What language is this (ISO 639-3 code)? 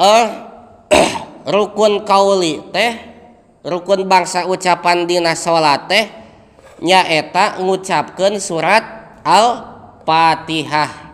sun